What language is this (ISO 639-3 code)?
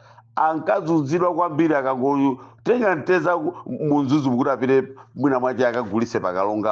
nya